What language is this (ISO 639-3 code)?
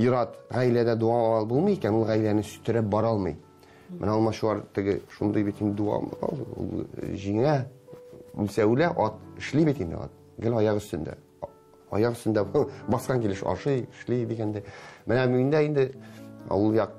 tat